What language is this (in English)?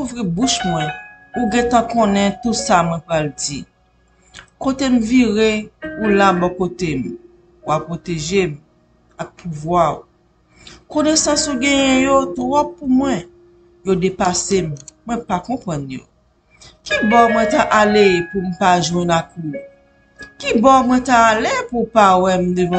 Haitian Creole